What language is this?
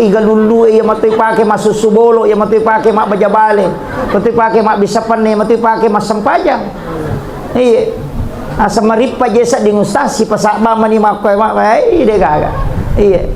Buginese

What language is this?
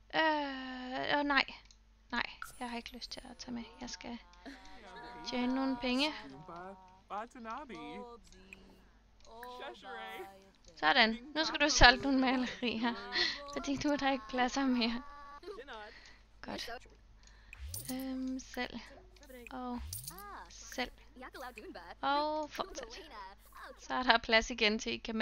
Danish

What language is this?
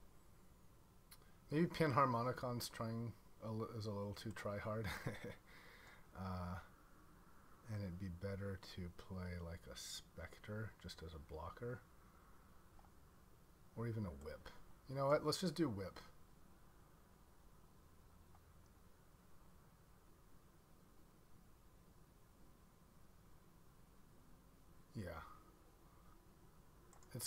English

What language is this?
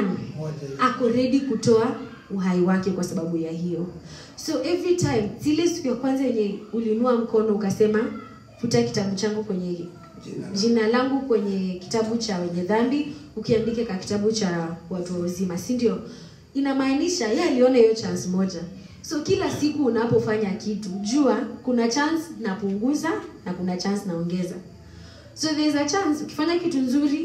Swahili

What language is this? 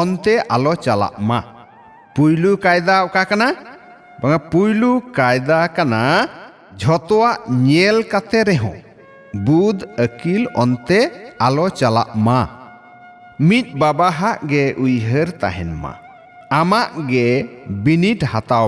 Santali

